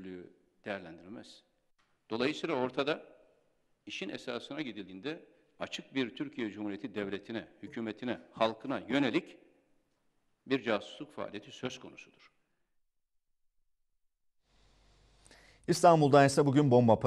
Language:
Turkish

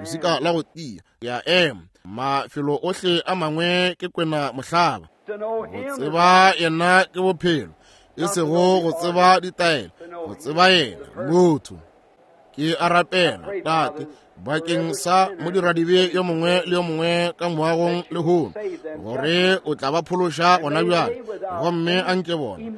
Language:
Northern Sotho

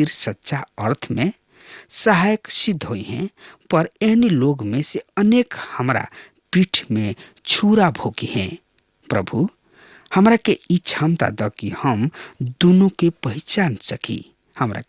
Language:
Bhojpuri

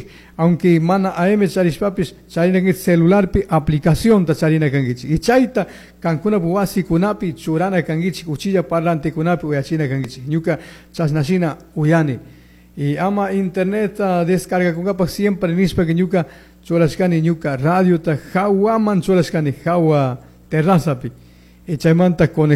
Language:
Chimborazo Highland Quichua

